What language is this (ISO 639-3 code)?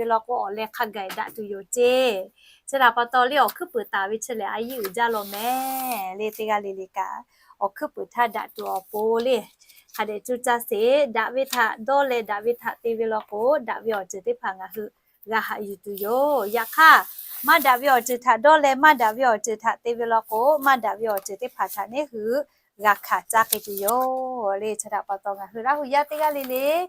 lhu